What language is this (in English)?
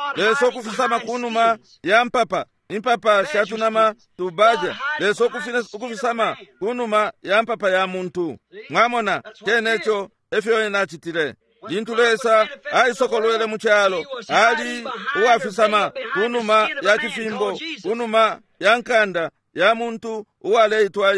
Bemba